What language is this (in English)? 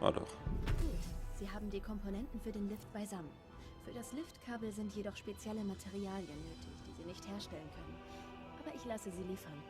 Swiss German